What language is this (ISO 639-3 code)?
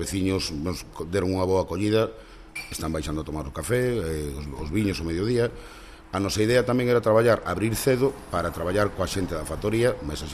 glg